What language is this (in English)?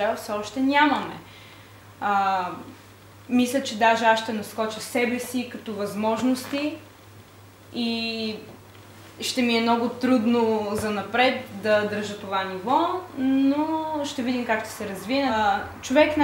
Bulgarian